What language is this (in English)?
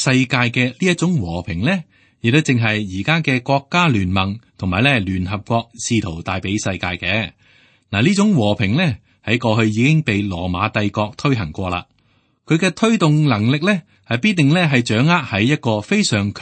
Cantonese